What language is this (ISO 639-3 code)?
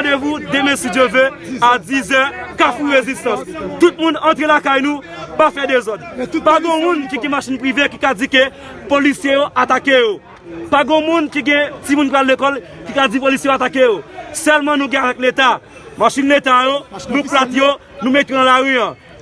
hat